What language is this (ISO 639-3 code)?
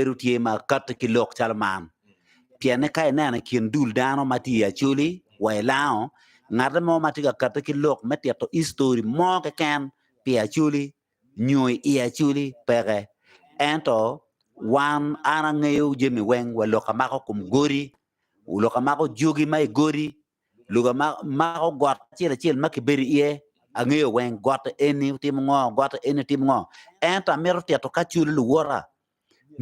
ach